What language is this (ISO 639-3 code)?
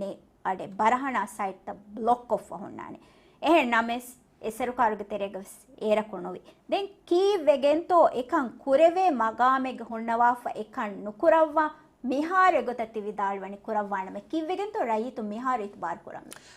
div